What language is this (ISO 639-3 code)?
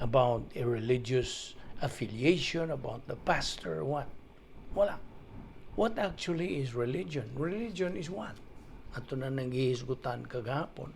ceb